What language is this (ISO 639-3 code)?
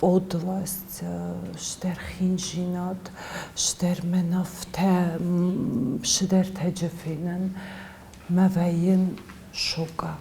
oss